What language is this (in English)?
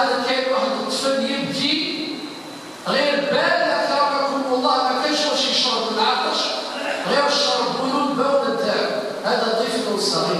Algerian Arabic